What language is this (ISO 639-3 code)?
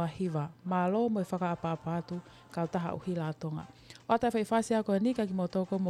ton